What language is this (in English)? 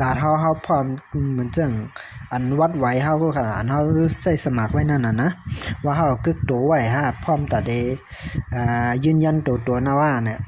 Shan